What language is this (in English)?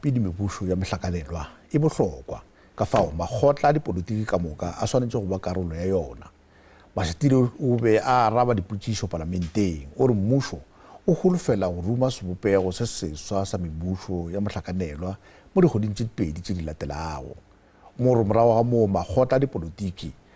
Northern Sotho